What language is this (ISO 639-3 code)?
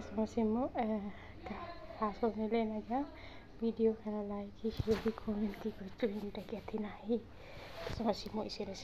orm